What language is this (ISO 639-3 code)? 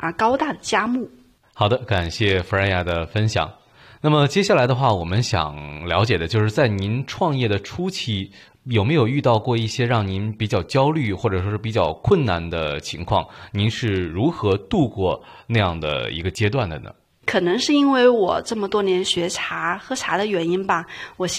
zho